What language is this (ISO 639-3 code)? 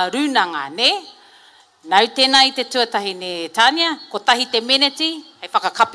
mri